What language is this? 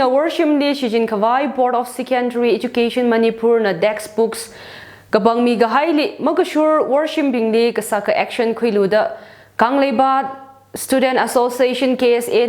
Tangkhul Naga (India)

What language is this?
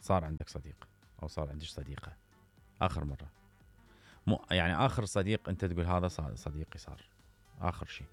Mesopotamian Arabic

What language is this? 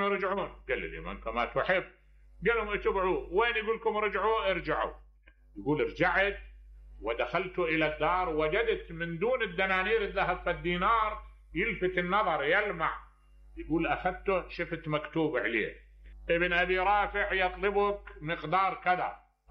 Mesopotamian Arabic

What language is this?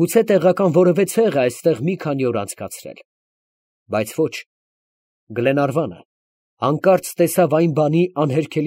Armenian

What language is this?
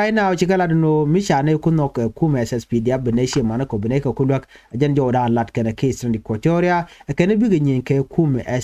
Nuer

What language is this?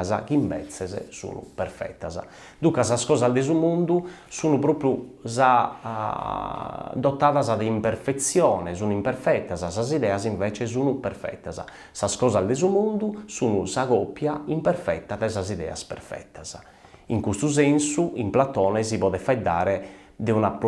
Sardinian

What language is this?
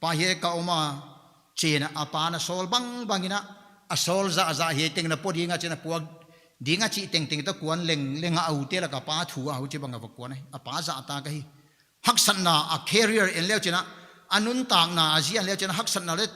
Paite Chin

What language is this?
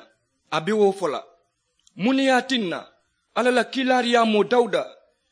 Mandingo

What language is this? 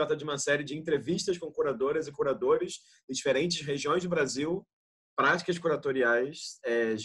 Portuguese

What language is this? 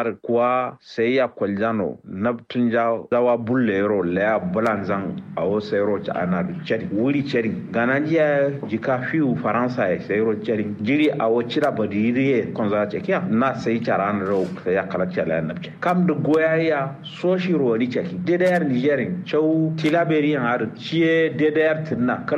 Kanuri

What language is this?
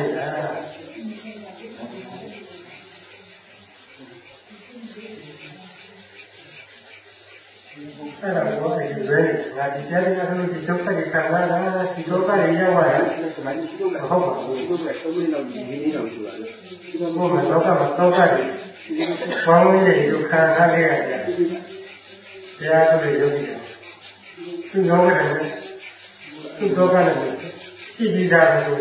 Burmese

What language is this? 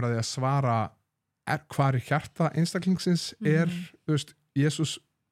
Icelandic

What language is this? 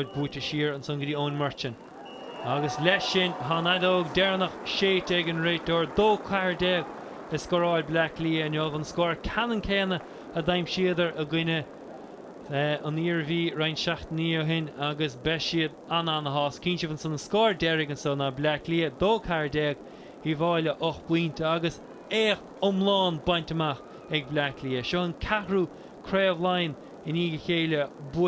Irish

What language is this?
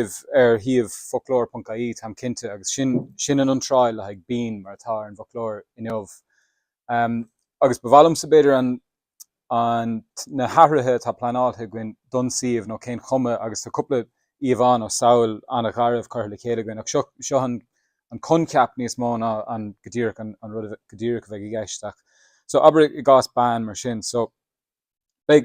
Irish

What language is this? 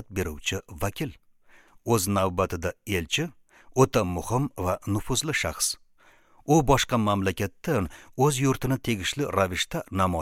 Uzbek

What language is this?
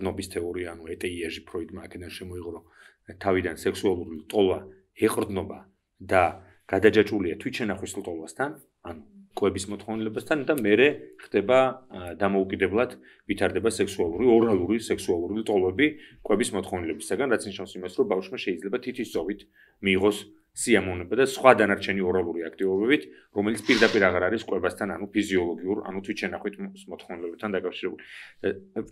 Georgian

